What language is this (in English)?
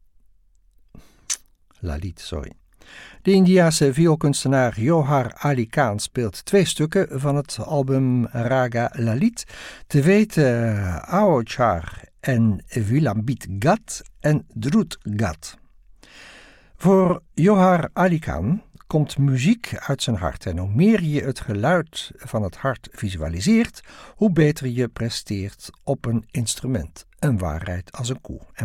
Dutch